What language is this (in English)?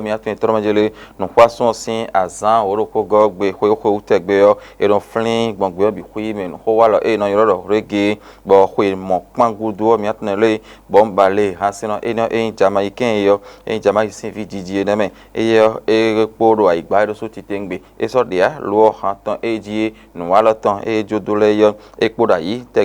Fon